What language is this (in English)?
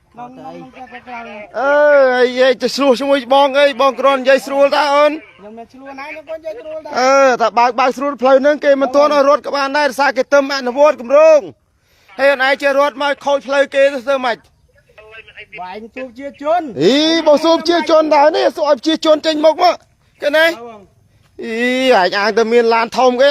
Khmer